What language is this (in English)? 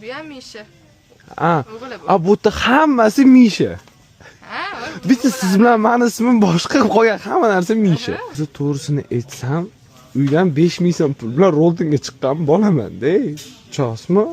Uzbek